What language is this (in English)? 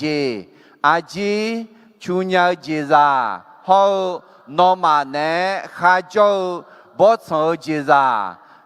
Akha